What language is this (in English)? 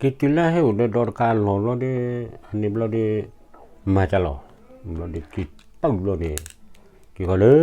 S'gaw Karen